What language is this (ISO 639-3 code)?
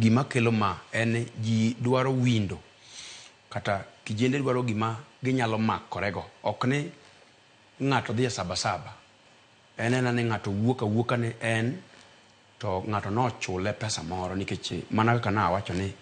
luo